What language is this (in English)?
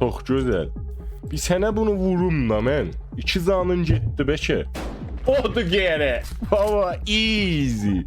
South Azerbaijani